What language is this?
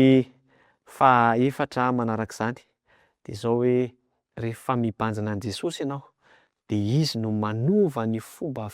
Malagasy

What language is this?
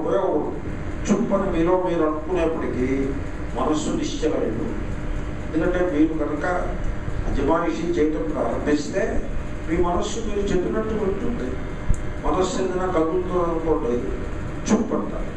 Telugu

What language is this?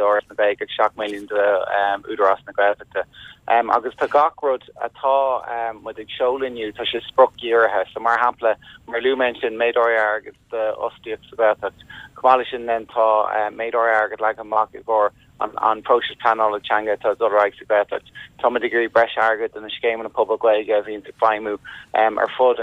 Irish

